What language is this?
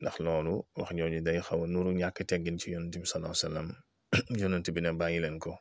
Wolof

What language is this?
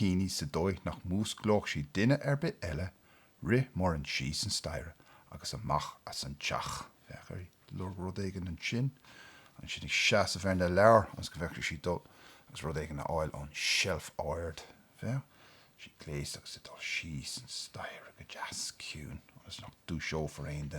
Irish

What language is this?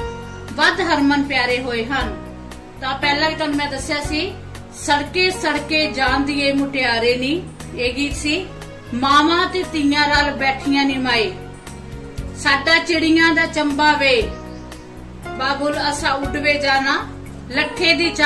Punjabi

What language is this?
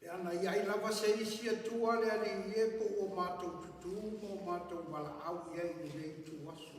Samoan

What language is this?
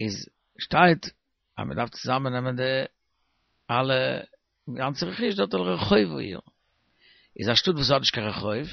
Yiddish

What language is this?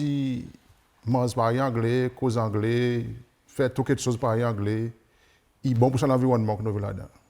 Seselwa Creole French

